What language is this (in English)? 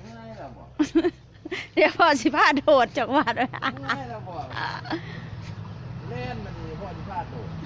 Lao